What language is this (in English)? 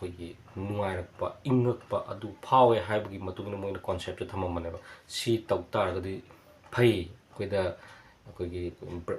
Manipuri